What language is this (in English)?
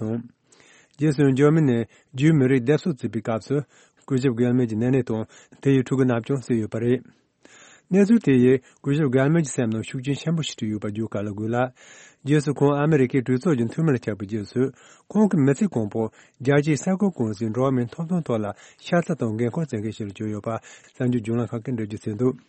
Tibetan